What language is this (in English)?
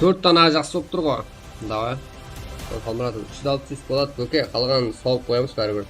Kara-Kalpak